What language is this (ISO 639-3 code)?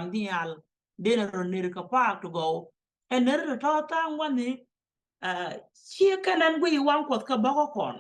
nus